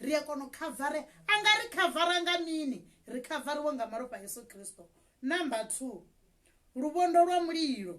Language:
Venda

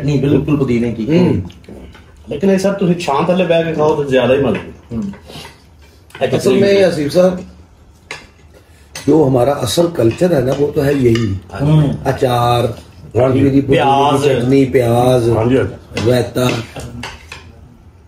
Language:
Punjabi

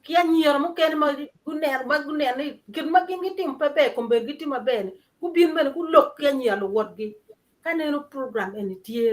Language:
Acoli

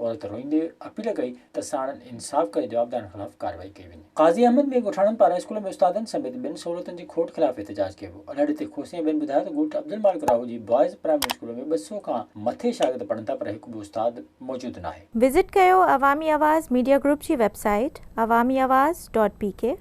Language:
Sindhi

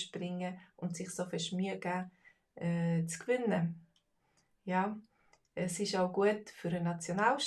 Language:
Swiss German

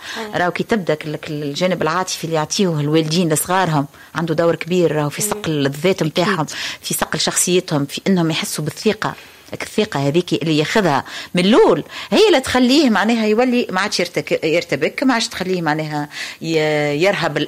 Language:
Tunisian Arabic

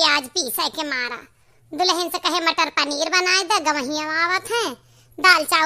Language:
Awadhi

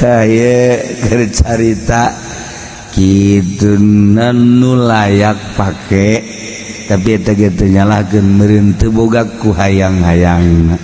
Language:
Sundanese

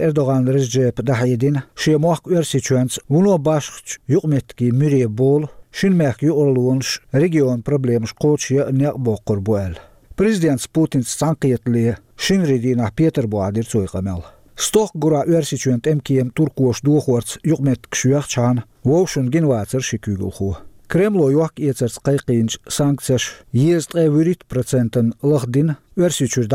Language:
Chechen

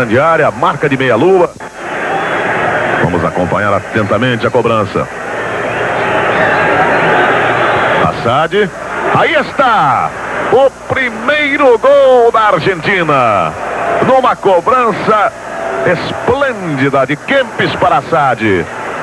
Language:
Portuguese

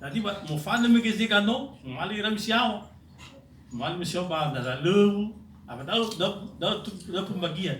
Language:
Nias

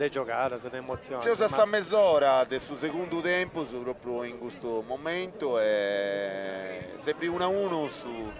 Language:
Sardinian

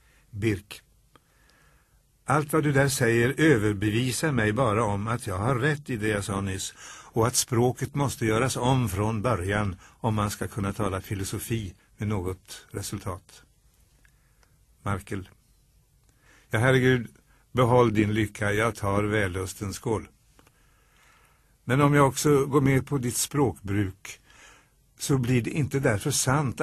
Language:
Swedish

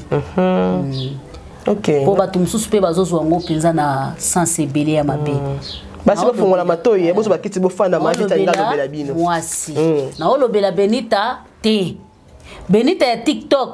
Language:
Lingala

